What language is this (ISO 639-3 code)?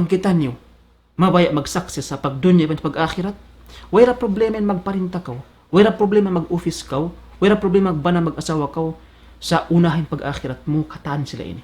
tsg